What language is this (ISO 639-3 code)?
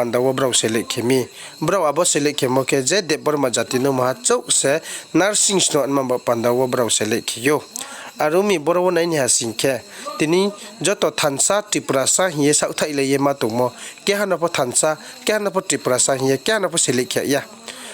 ria